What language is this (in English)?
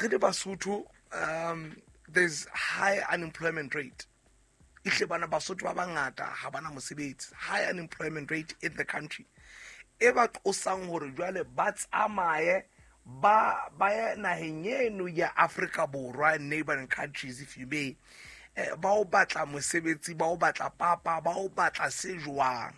Southern Sotho